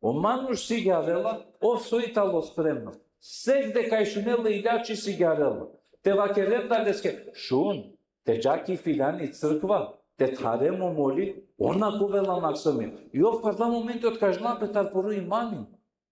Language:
Balkan Romani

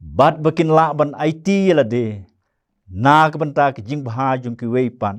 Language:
Khasi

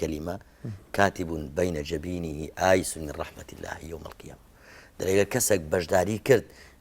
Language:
Central Kurdish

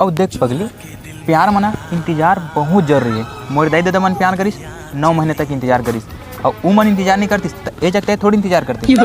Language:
Chhattisgarhi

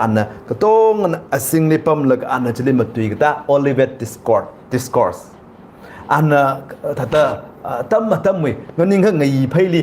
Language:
Tangkhul Naga (India)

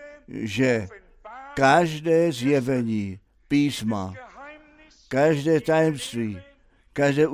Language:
Czech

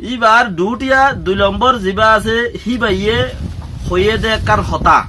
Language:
Rohingya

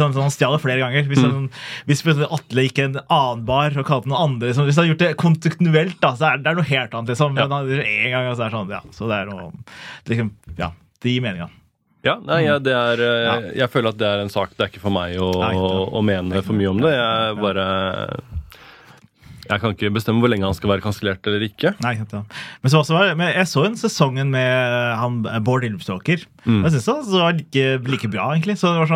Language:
Norwegian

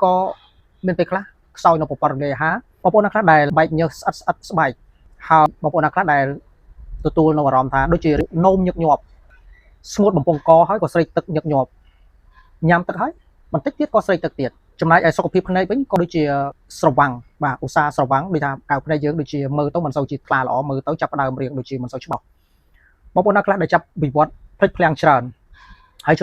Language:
Khmer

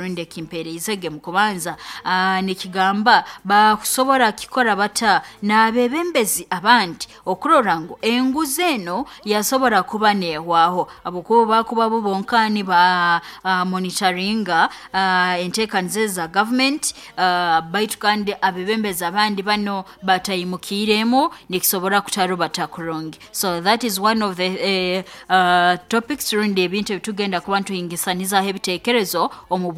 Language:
Nyoro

